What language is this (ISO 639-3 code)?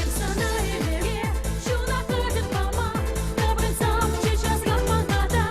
chv